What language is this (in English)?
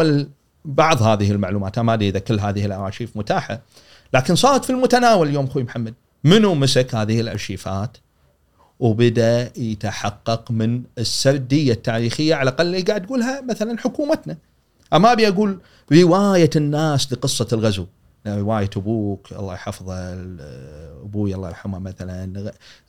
Gulf Arabic